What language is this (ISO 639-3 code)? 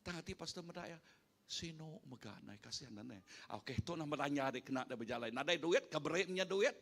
iba